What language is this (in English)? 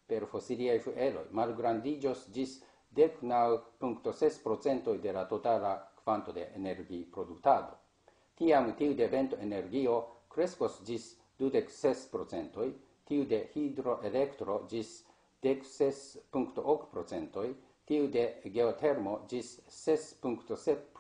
Esperanto